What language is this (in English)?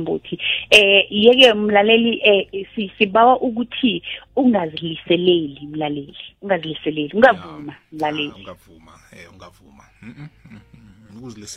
South Ndebele